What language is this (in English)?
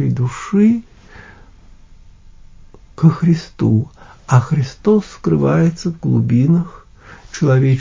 Russian